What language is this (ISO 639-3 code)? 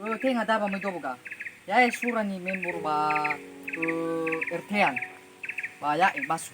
nia